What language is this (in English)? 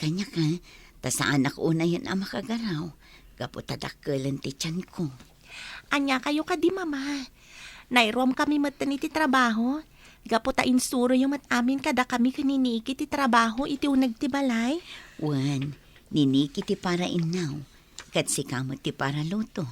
Iloko